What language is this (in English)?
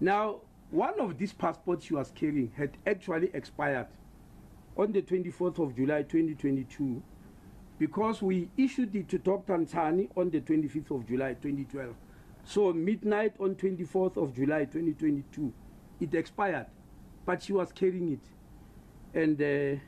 English